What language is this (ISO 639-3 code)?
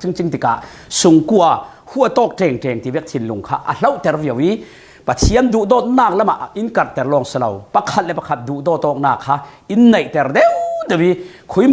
cfm